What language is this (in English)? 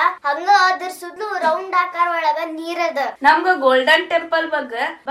Kannada